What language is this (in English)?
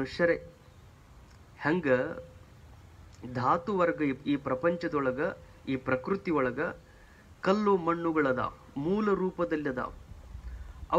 Kannada